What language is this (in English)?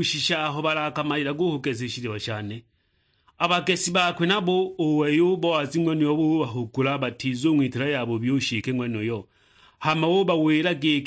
Sukuma